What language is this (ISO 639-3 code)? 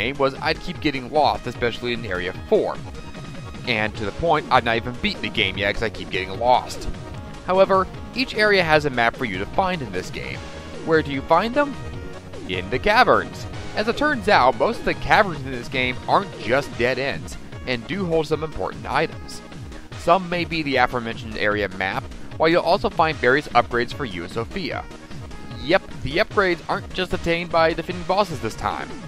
eng